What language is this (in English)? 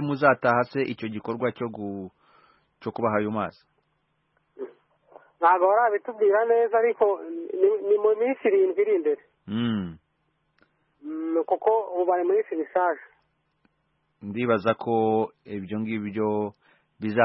Kinyarwanda